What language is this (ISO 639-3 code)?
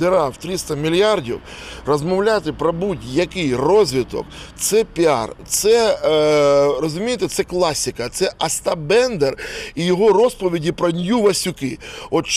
ukr